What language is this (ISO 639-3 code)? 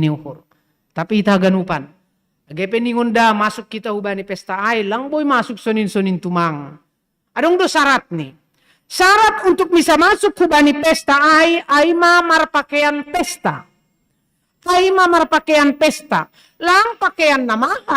bts